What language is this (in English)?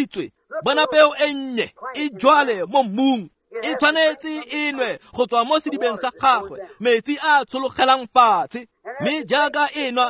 Tswana